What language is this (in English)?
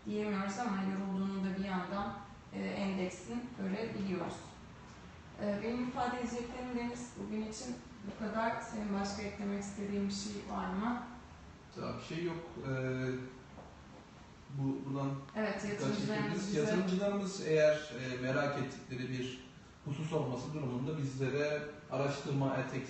Turkish